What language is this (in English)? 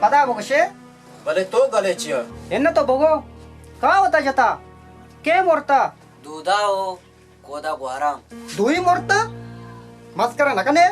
Baluchi